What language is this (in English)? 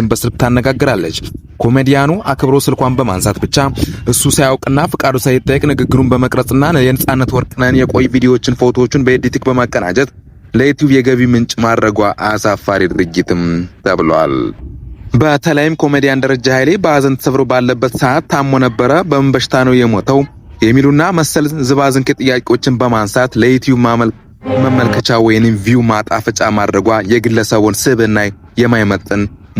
Amharic